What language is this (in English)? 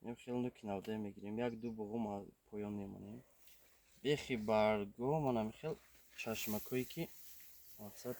Tajik